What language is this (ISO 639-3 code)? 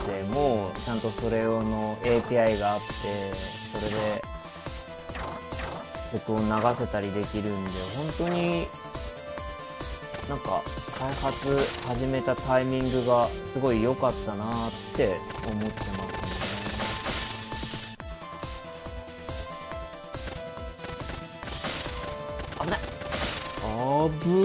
jpn